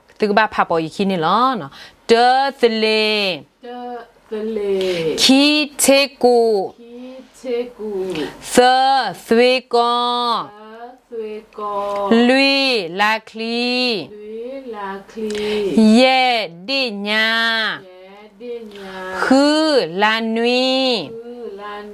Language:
S'gaw Karen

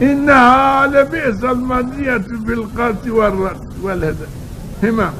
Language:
Zaza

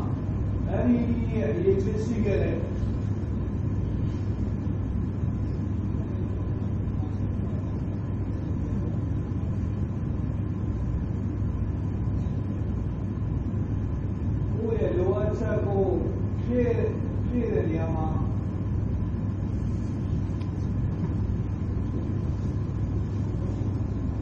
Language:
Burmese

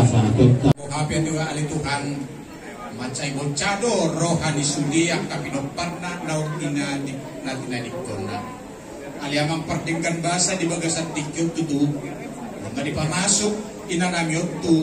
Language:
Batak Toba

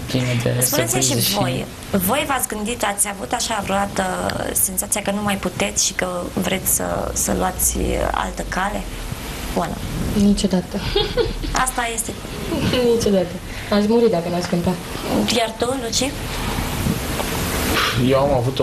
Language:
Romanian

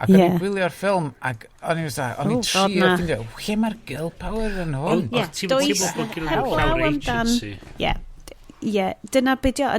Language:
Welsh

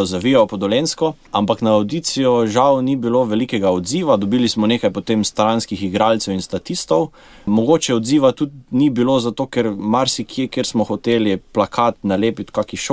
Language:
Slovenian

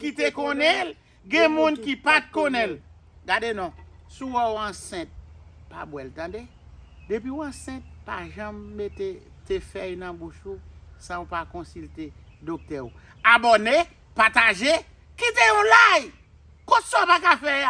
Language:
Haitian Creole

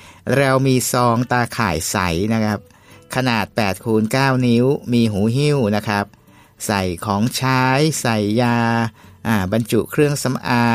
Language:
Thai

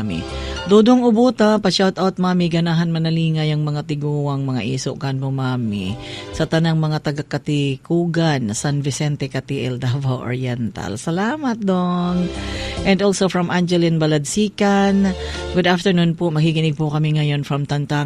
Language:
Cebuano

